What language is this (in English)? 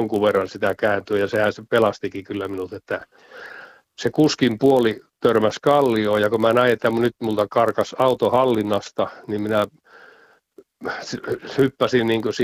Finnish